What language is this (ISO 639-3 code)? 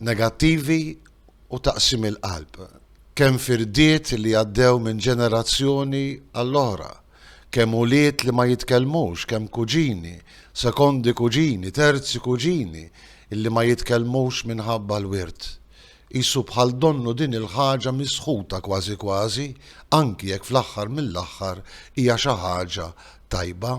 mlt